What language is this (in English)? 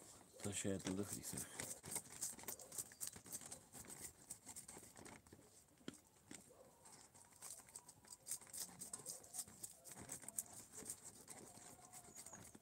Romanian